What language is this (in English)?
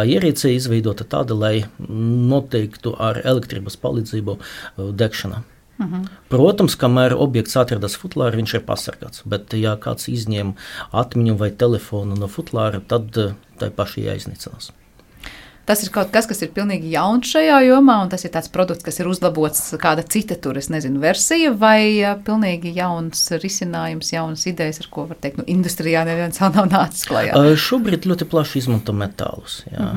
Latvian